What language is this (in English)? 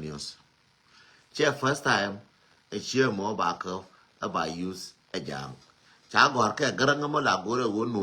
Nuer